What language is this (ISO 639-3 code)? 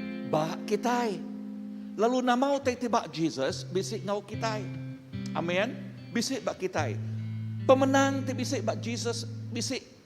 iba